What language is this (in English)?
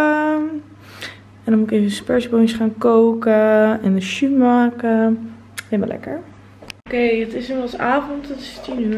Dutch